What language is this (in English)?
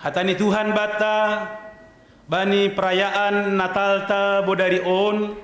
Batak Simalungun